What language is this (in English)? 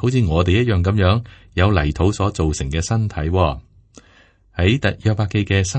Cantonese